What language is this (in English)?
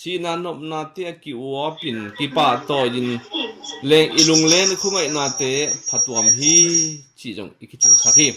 Tedim Chin